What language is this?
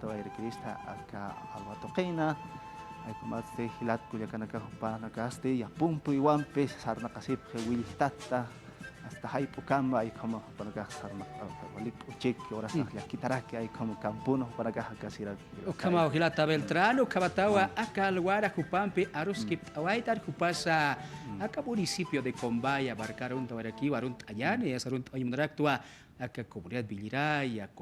Aymara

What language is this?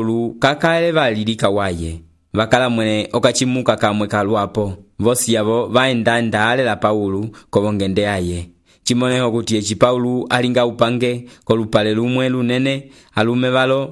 Umbundu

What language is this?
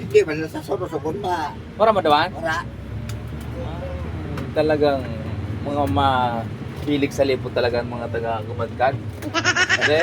Bikol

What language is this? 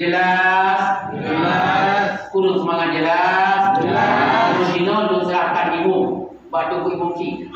Achinese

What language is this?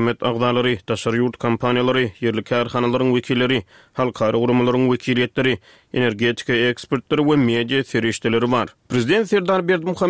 Turkmen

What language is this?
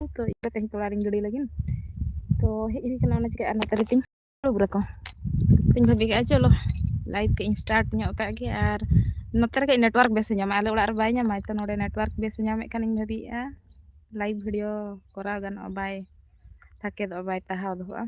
Santali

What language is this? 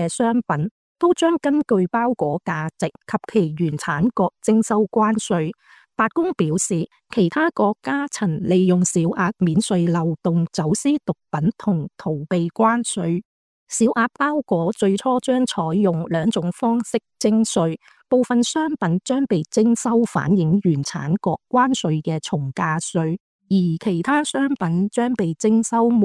Cantonese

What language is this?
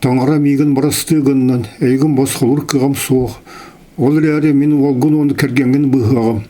Yakut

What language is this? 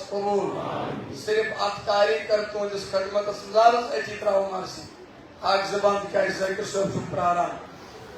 Kashmiri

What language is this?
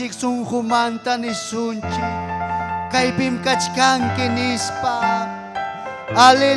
Ayacucho Quechua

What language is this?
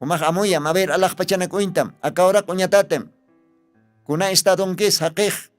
Aymara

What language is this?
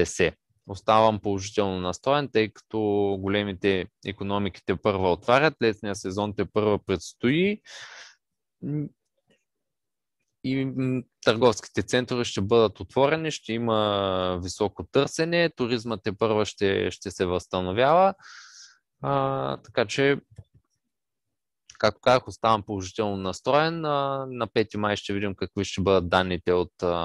Bulgarian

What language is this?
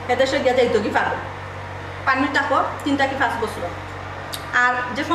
Sylheti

